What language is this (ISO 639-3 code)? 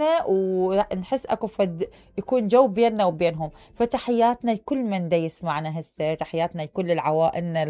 acm